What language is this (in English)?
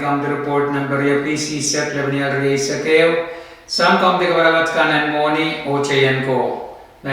Pohnpeian